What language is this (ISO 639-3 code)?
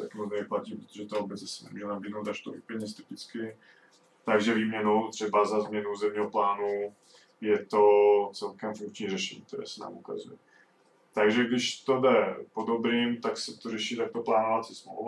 ces